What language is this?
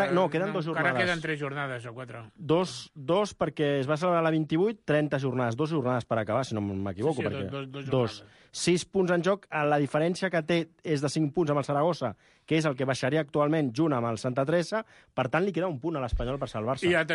Catalan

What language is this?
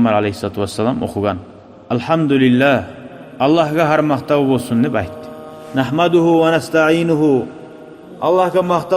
Kumyk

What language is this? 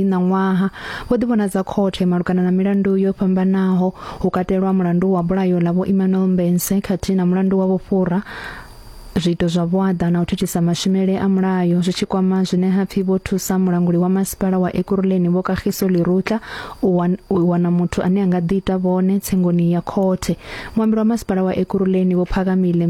Venda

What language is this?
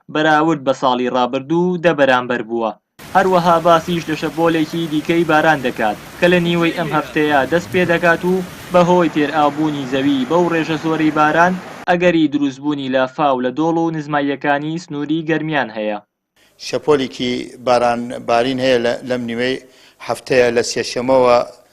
Central Kurdish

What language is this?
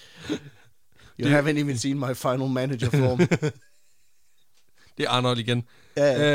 Danish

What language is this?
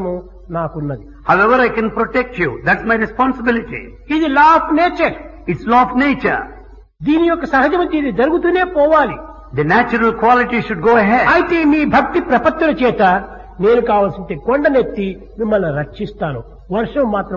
Telugu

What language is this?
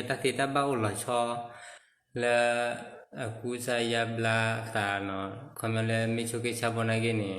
S'gaw Karen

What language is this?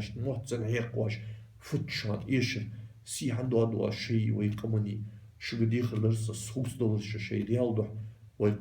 Ingush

